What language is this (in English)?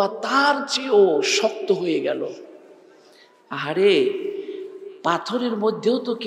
Bangla